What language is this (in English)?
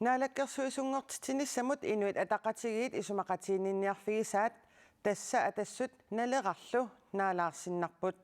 Kalaallisut